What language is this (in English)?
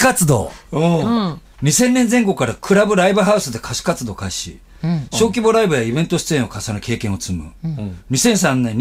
Japanese